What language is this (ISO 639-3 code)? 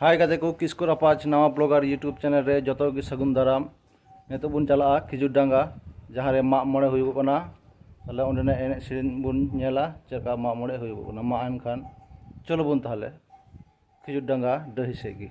sat